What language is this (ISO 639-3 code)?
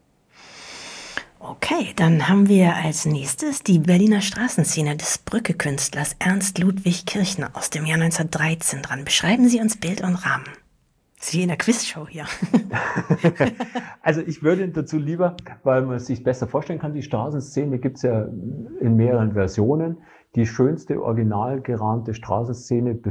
deu